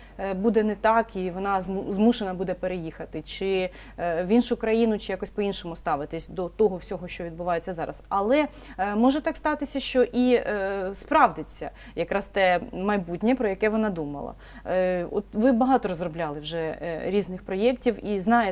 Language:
Ukrainian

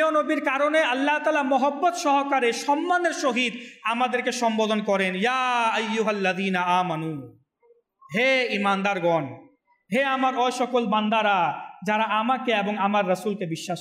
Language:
Bangla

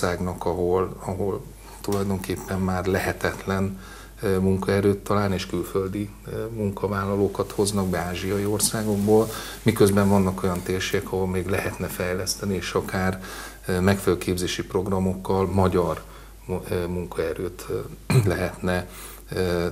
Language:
Hungarian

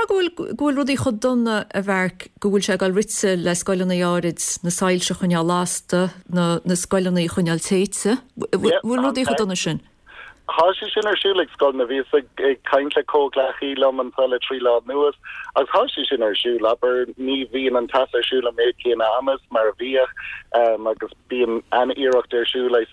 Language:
Irish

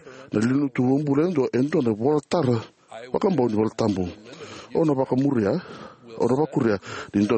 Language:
Fijian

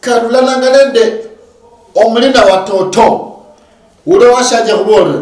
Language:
Luyia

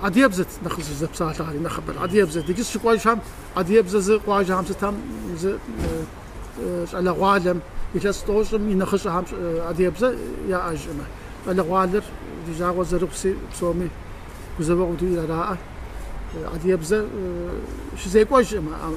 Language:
Kabardian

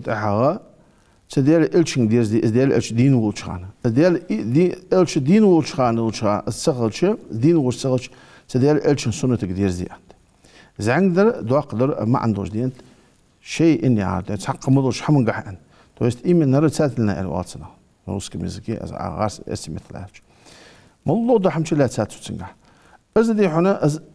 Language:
Ingush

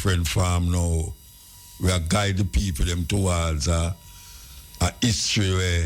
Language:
Jamaican Creole English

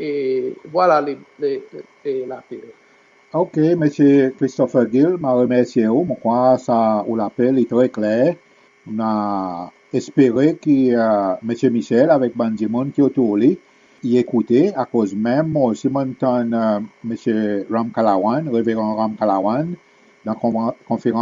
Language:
Seselwa Creole French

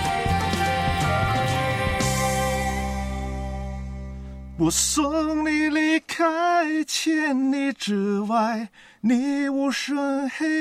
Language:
Chinese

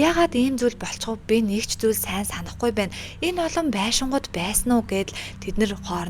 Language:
Mongolian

